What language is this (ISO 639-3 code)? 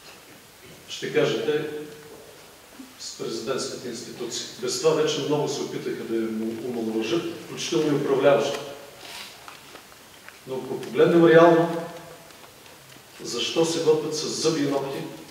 bul